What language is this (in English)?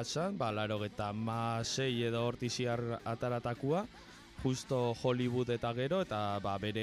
Basque